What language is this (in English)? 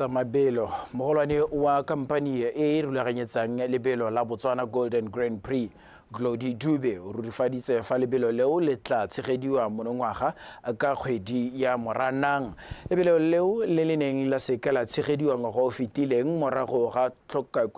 Tswana